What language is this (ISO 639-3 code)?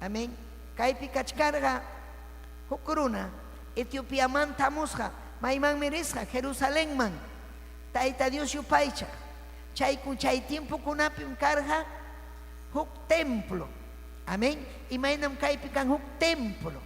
quy